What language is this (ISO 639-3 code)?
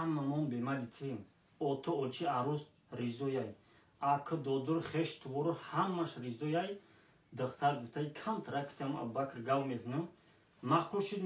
tgk